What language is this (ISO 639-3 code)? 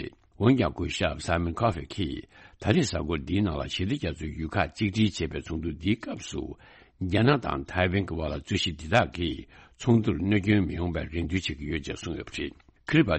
bod